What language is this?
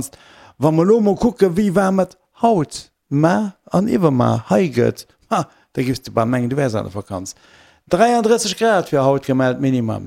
Luxembourgish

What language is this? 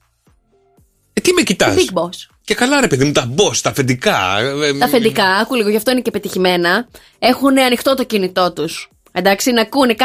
Greek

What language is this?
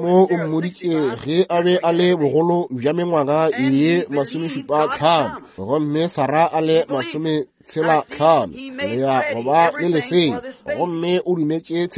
Northern Sotho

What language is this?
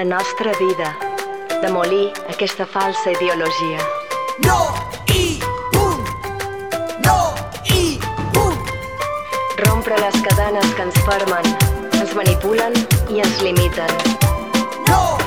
Catalan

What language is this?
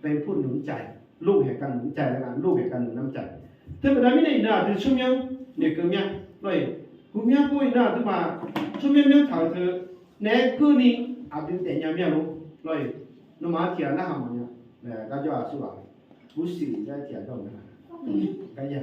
Akha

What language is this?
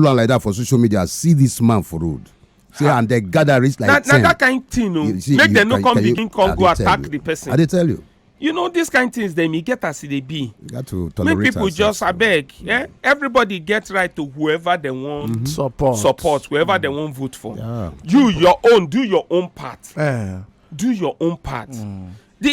Nigerian Pidgin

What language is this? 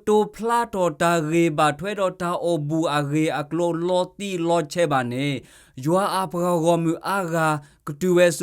S'gaw Karen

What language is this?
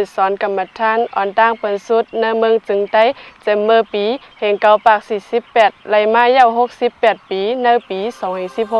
Shan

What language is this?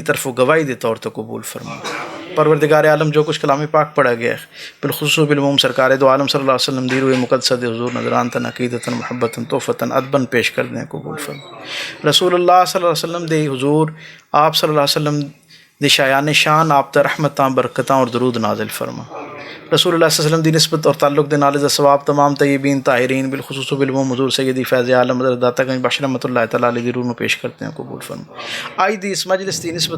Western Panjabi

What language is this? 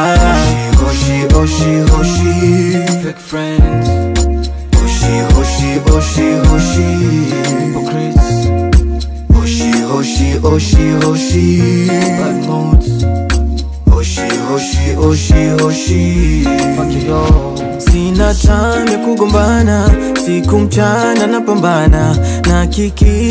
Swahili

